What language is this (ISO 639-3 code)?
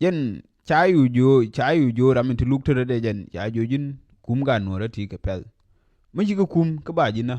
nus